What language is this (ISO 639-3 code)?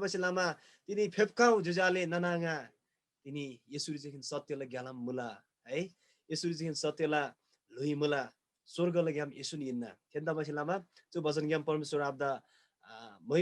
taj